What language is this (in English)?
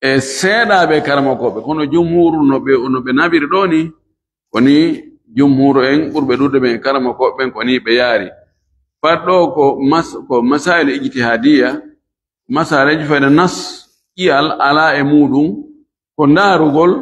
Fula